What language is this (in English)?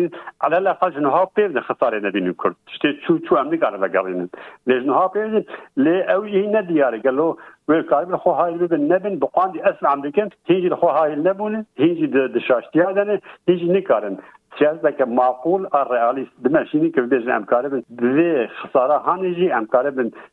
Kurdish